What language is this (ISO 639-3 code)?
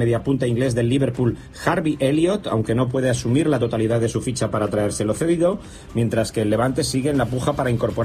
spa